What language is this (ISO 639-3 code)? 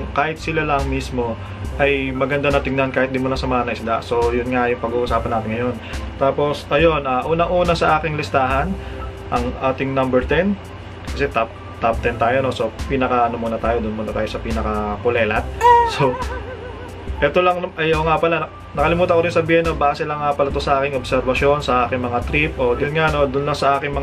fil